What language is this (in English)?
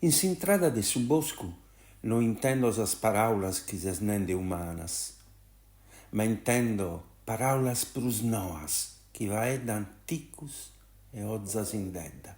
Sardinian